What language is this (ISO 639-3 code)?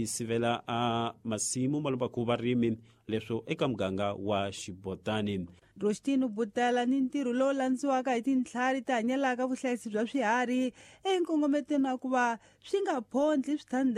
tso